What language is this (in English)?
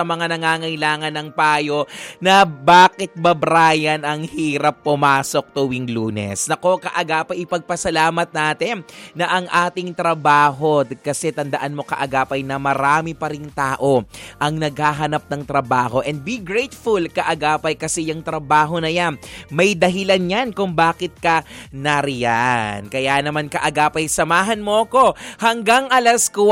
Filipino